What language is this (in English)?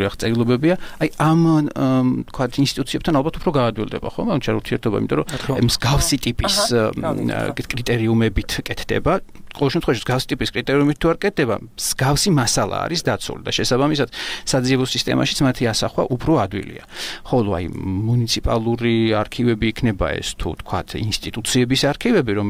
Georgian